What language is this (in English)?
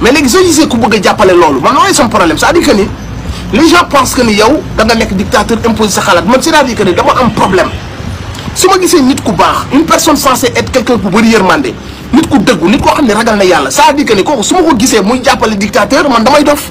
Wolof